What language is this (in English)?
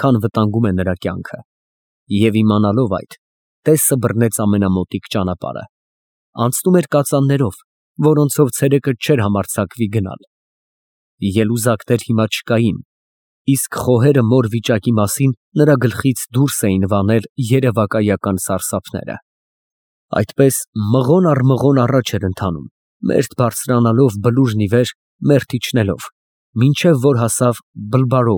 Armenian